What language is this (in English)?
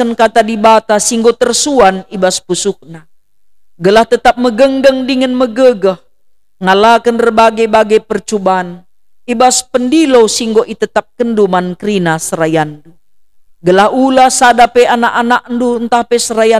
Batak Karo